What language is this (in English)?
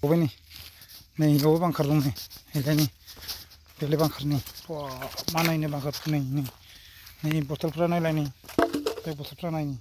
Bodo